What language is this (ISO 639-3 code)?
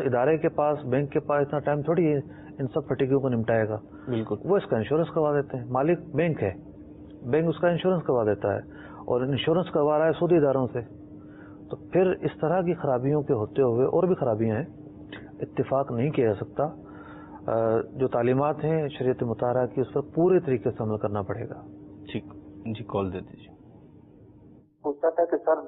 urd